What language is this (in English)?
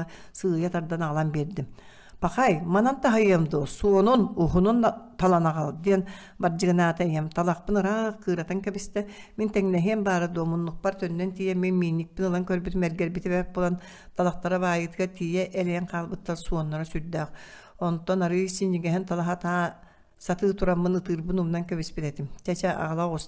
Yakut